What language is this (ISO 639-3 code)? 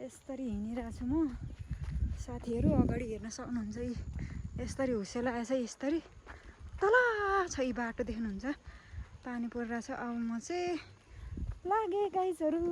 nep